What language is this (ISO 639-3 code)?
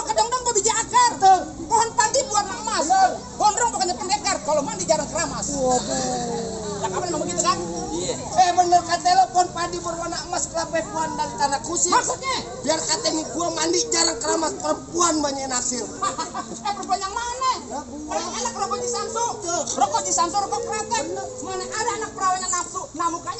bew